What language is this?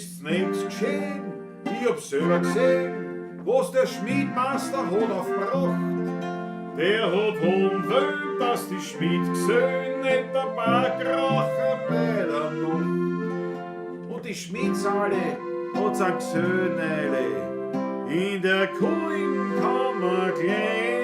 Bavarian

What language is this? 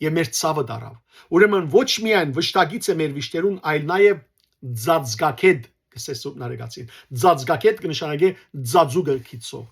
Western Armenian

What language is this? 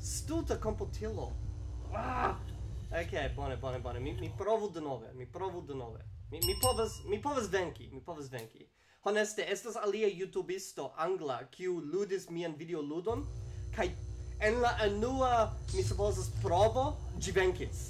Esperanto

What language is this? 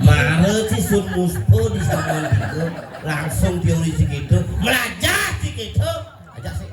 Balinese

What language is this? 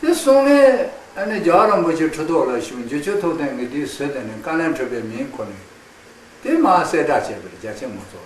Khams Tibetan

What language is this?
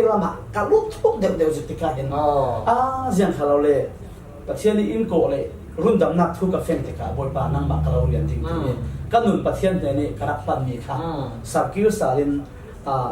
Falam Chin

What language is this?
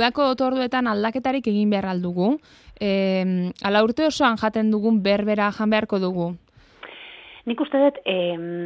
Basque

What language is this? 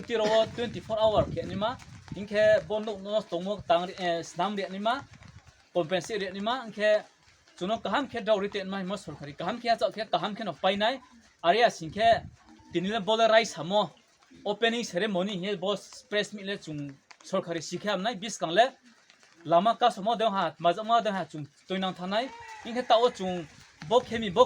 Riang (India)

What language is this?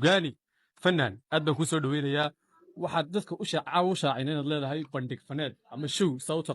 Somali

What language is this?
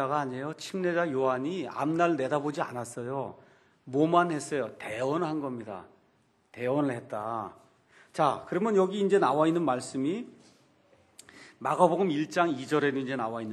Korean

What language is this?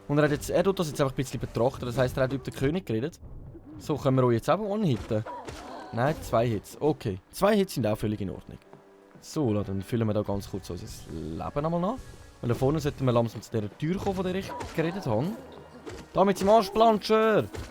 Swiss German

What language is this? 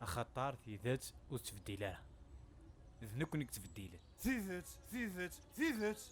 Kabyle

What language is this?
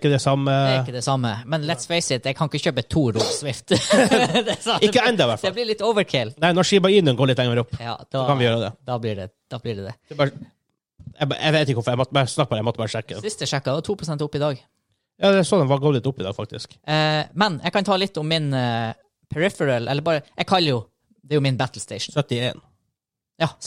Norwegian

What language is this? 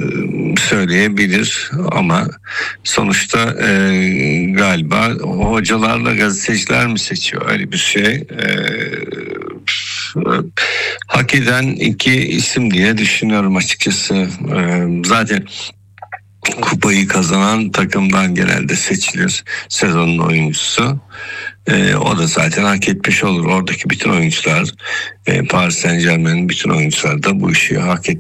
Turkish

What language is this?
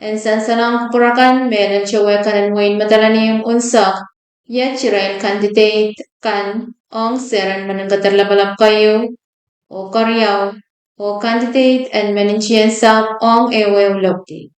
Pohnpeian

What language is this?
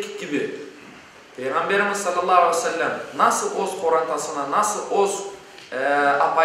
Crimean Tatar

